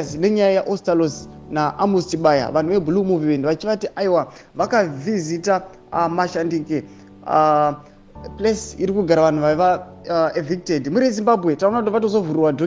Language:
Shona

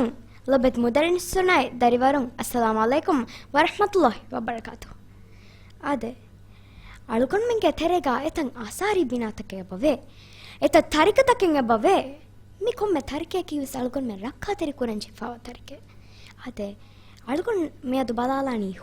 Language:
Divehi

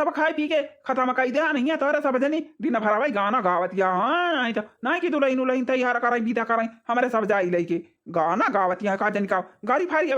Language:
Awadhi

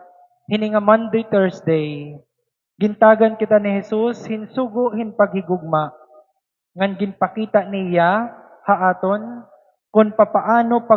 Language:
Waray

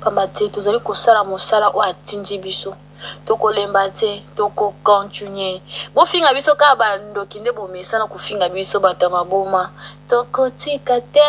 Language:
Lingala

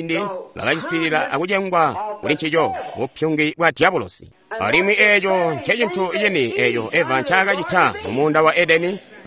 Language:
Tonga (Zambia)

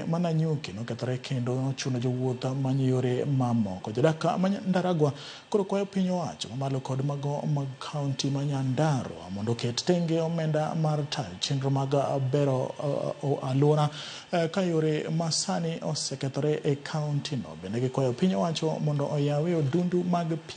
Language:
Luo (Kenya and Tanzania)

